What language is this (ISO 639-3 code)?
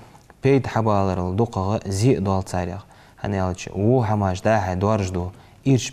inh